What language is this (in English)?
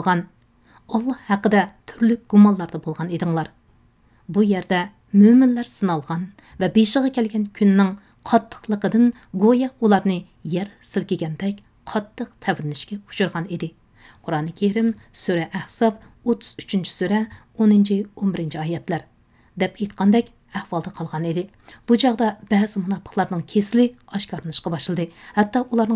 Uyghur